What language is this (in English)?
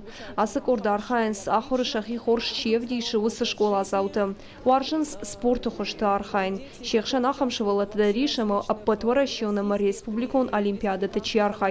Ossetic